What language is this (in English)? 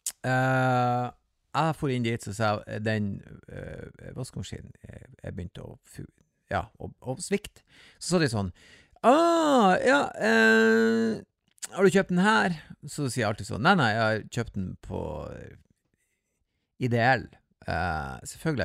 Norwegian